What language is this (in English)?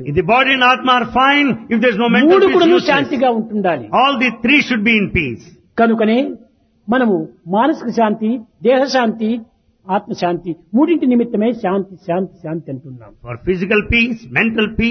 Telugu